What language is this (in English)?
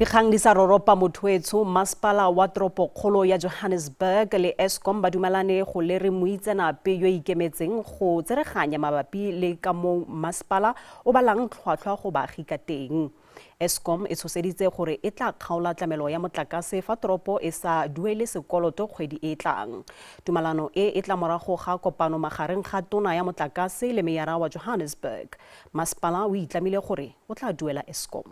Tswana